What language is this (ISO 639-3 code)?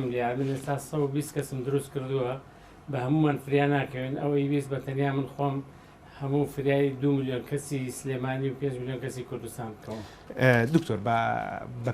ckb